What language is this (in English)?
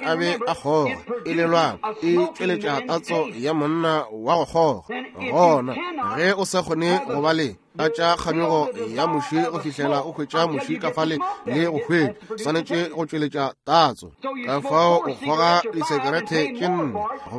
Northern Sotho